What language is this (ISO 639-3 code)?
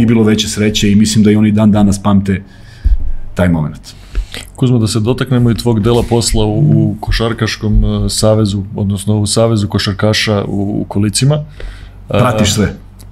srp